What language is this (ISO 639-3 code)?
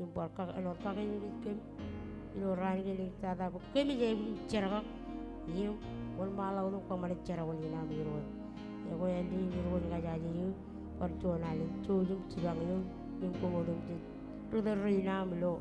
mah